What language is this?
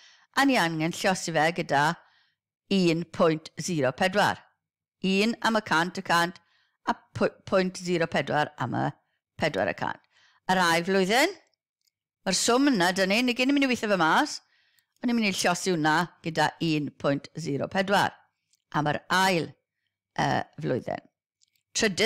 Welsh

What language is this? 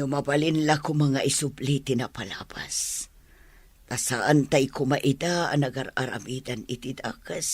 Iloko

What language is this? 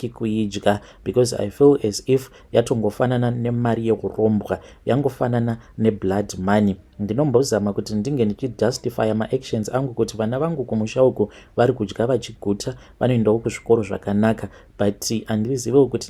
Shona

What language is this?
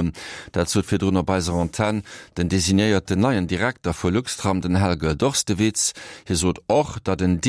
Luxembourgish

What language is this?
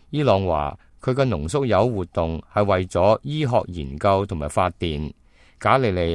Cantonese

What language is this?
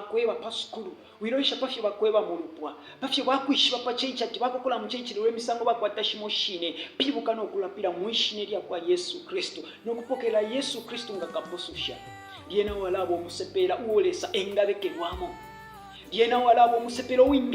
Bemba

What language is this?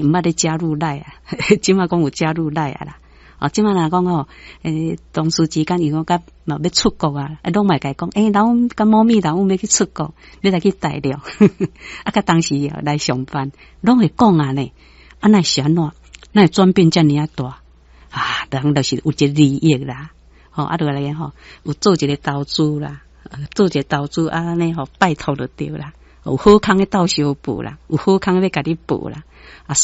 Min Nan Chinese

